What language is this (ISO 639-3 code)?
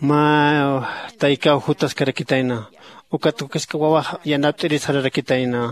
aym